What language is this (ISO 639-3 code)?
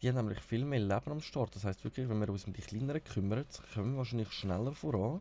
gsw